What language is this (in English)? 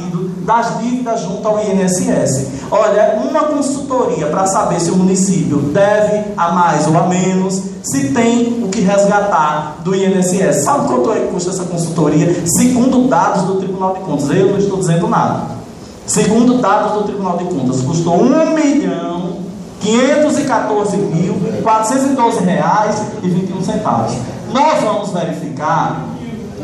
Portuguese